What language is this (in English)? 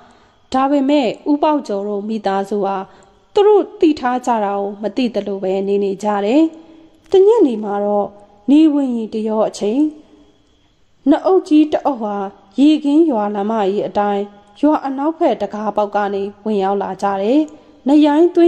Burmese